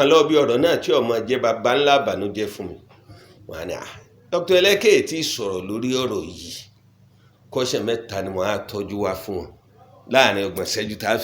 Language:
Yoruba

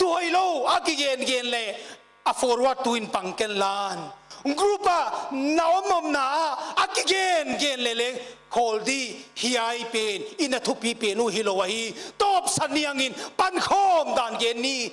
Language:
Paite Chin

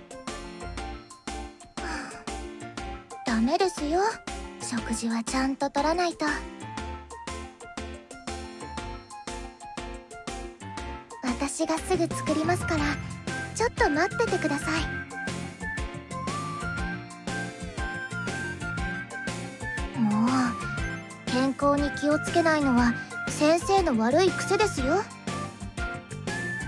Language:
Japanese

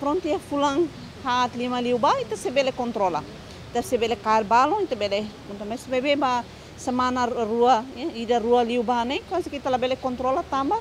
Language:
Tetum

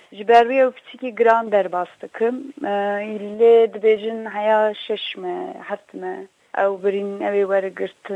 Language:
Kurdish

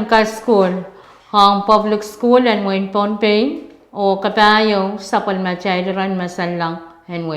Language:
Pohnpeian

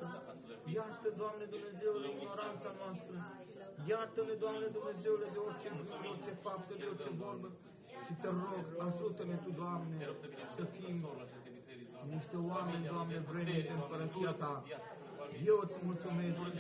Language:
Romanian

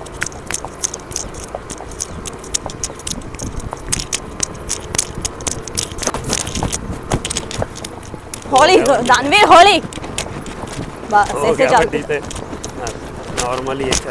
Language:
Punjabi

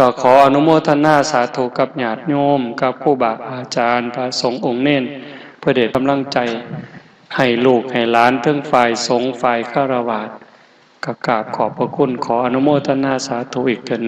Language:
Northeastern Thai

